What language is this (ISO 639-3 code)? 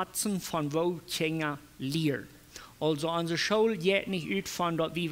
pdt